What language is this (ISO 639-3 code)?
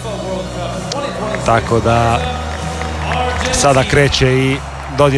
hrv